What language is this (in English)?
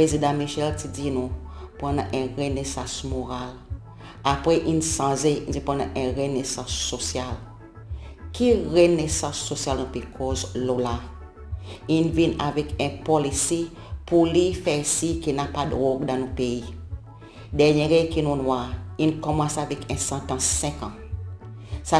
Seselwa Creole French